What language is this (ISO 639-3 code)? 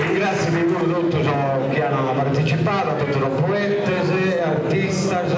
srd